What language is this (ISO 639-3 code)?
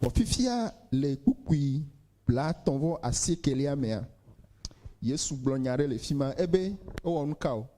ewe